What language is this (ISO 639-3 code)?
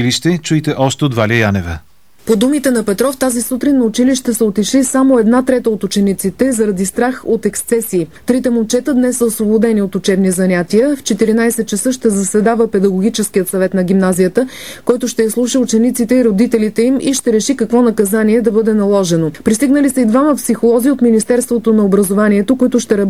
bul